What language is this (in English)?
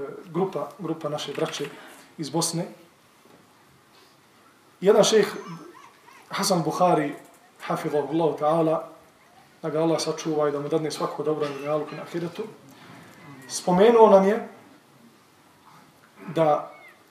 Bosnian